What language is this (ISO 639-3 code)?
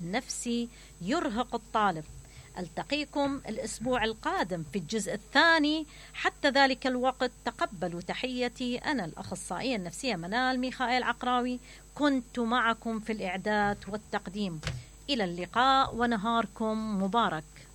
acm